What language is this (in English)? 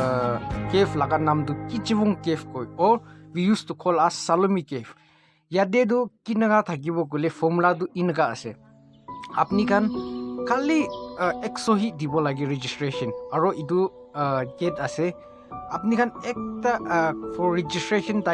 Naga Pidgin